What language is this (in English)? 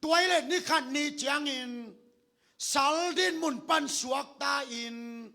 Tedim Chin